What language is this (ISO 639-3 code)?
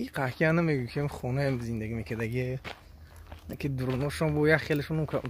tgk